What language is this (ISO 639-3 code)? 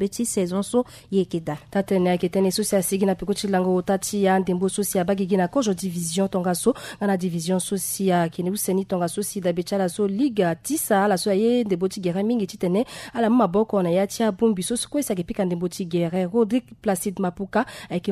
sag